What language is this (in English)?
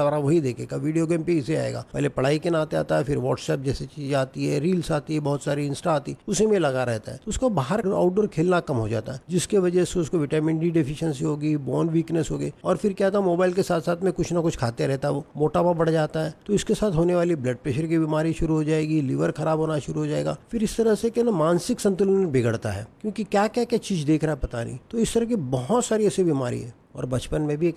Hindi